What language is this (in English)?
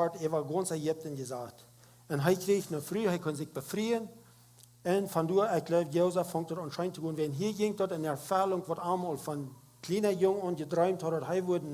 Plautdietsch